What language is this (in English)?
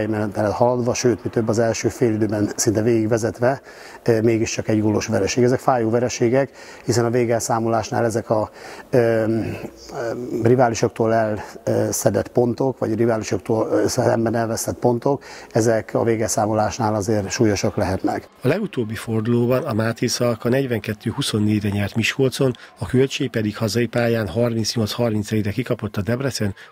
Hungarian